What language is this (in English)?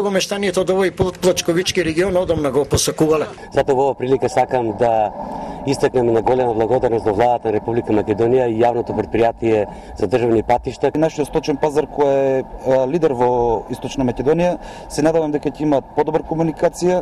Macedonian